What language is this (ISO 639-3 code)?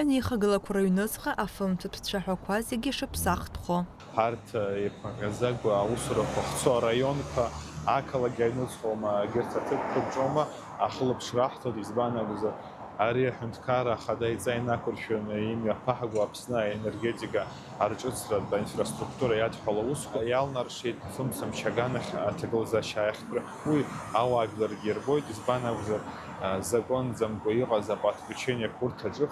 abk